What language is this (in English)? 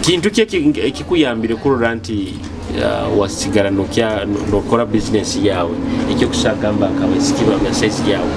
Nyoro